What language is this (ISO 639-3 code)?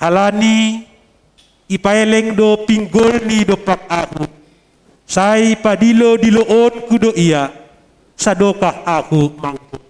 bts